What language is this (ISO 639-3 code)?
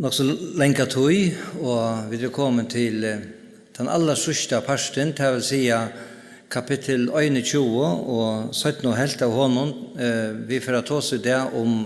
fao